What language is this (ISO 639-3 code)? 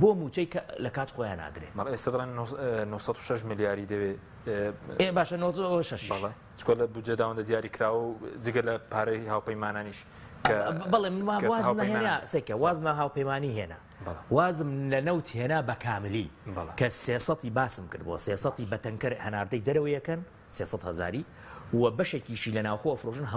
ckb